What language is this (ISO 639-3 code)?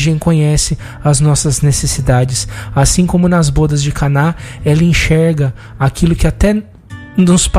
por